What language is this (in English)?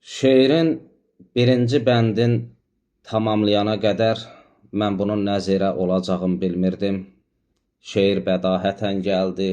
Azerbaijani